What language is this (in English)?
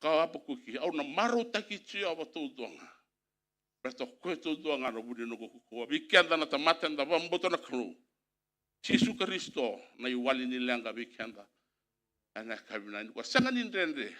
Fijian